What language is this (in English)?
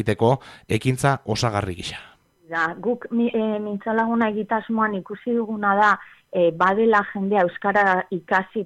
Basque